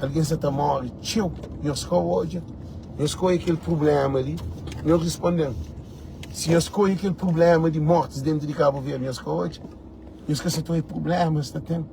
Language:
Kabuverdianu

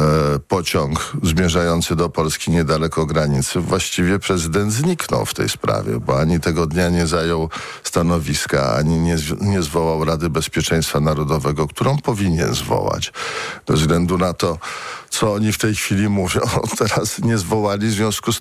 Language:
Polish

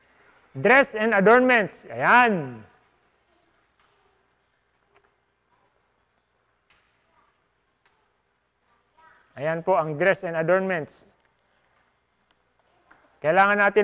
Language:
Filipino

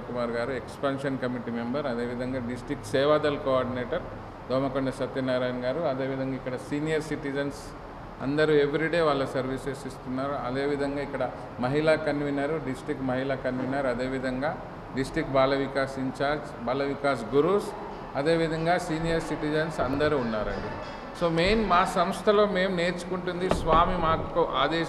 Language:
Telugu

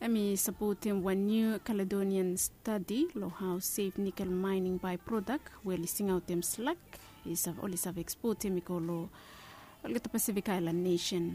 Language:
Bislama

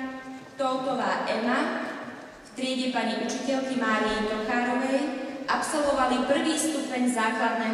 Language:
Slovak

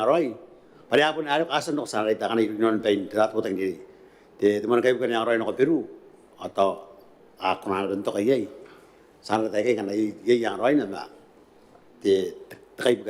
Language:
Gilbertese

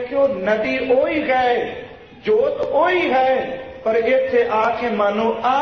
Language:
Punjabi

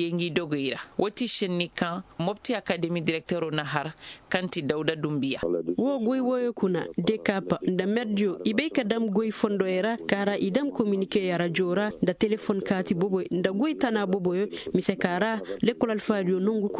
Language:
Koyraboro Senni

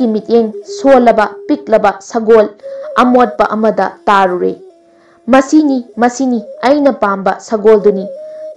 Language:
Manipuri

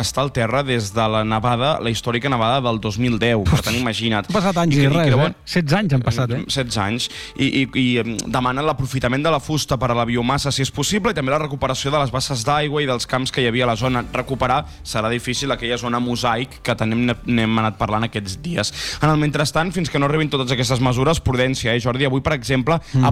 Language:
Catalan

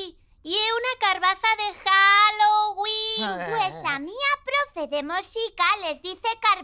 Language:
Aragonese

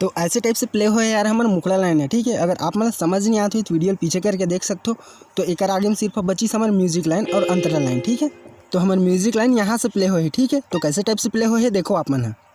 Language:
Chhattisgarhi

